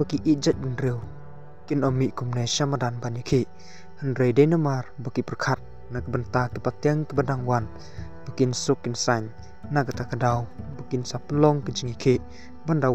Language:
Khasi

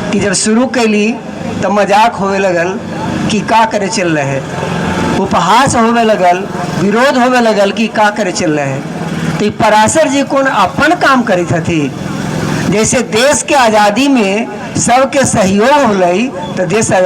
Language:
Magahi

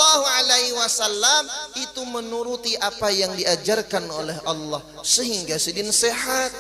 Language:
Banjar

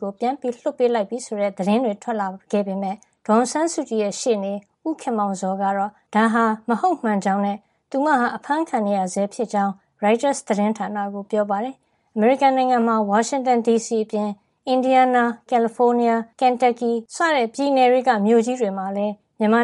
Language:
Burmese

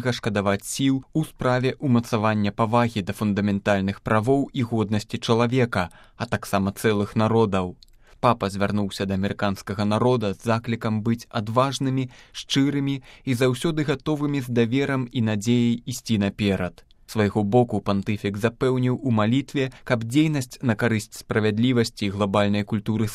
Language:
Belarusian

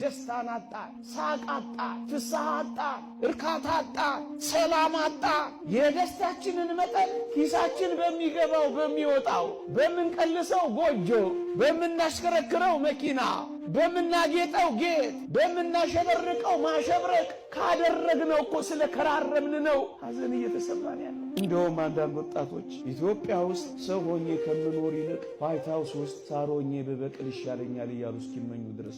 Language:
Amharic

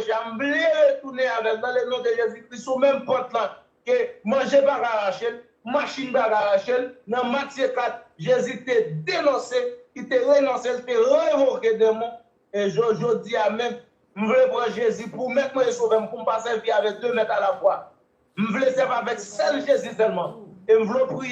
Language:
Haitian Creole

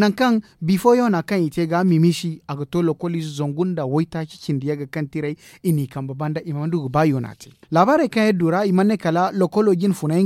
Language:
Zarma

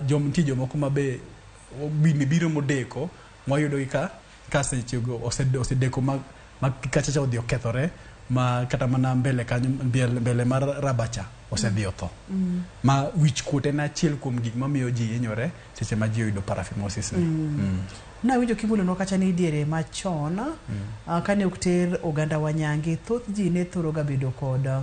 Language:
Luo (Kenya and Tanzania)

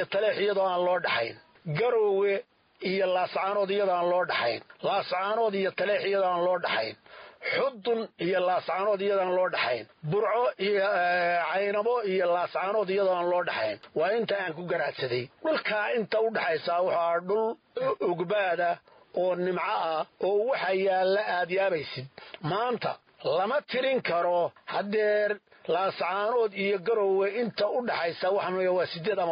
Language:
Somali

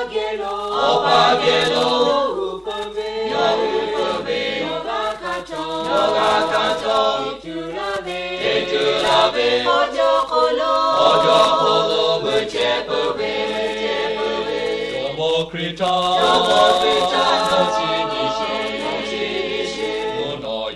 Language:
Lahu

